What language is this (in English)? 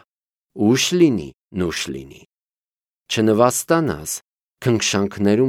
Armenian